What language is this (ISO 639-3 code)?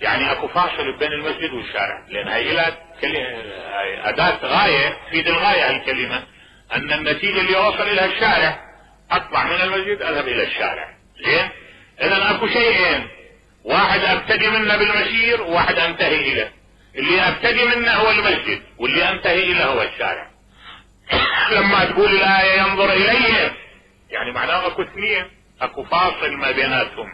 acm